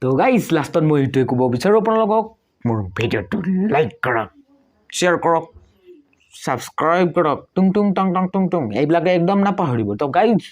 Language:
Assamese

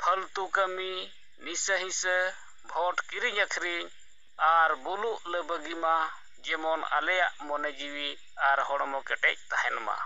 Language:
Santali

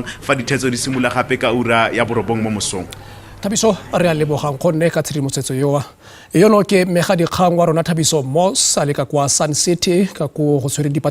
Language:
Tswana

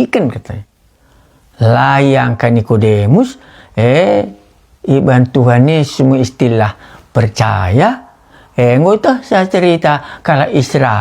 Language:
Batak Karo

